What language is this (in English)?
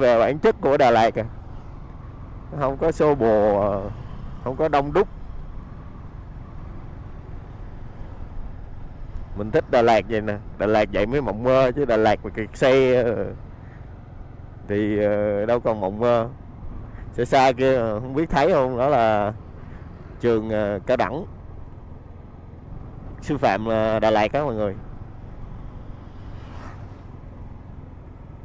Vietnamese